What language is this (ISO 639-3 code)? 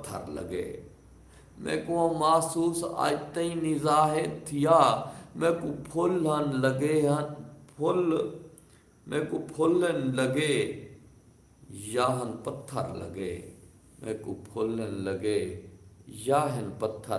skr